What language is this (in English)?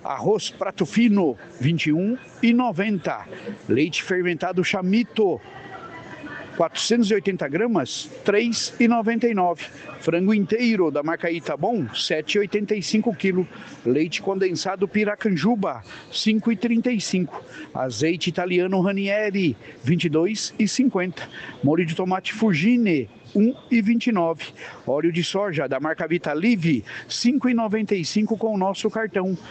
Portuguese